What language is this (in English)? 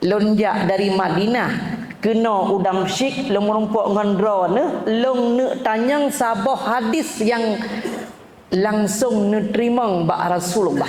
Achinese